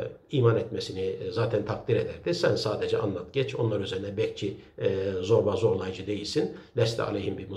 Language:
Turkish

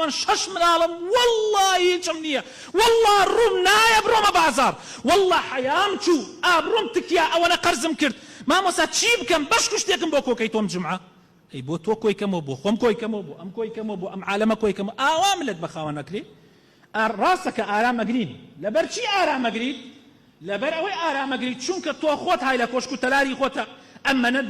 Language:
Central Kurdish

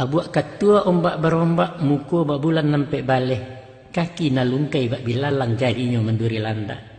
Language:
Minangkabau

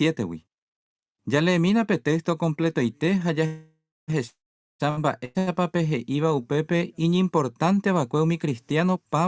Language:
Guarani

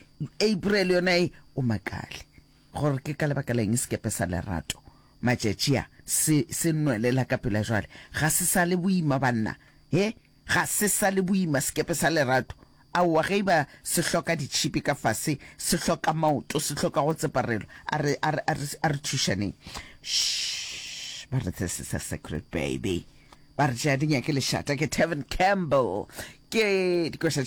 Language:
Northern Sotho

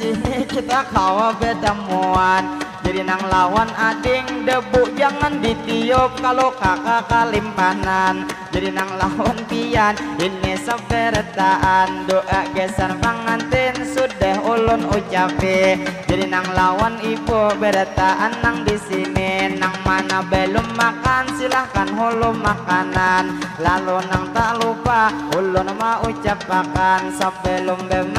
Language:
Banjar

